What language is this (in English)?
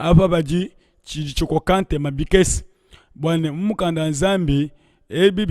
Luba-Lulua